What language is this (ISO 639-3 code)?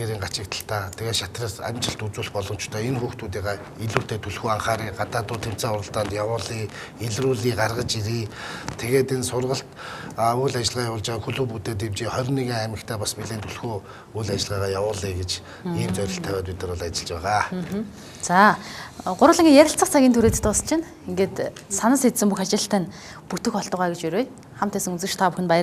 mon